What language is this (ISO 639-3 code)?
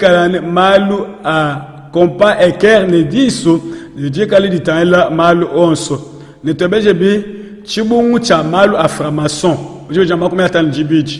lua